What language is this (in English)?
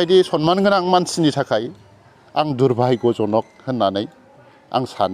Bodo